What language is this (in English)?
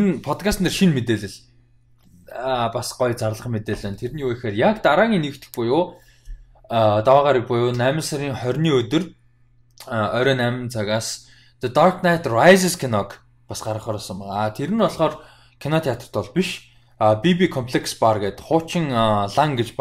Mongolian